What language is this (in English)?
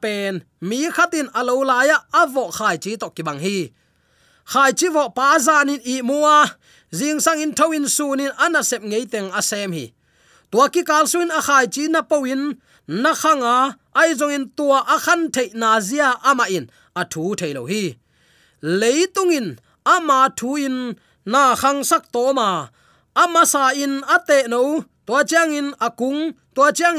Tedim Chin